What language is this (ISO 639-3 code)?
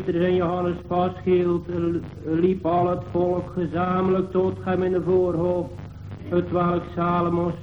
nld